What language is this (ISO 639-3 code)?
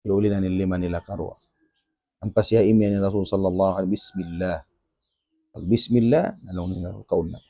tsg